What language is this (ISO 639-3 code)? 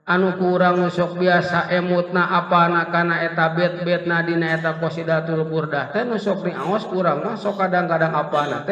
sun